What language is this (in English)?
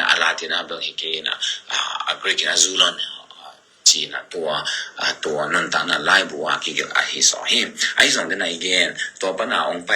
Tedim Chin